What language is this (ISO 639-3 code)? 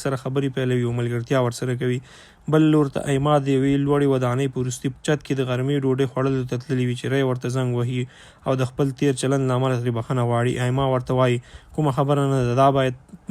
pus